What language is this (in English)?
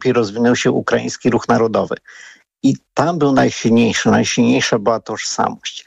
Polish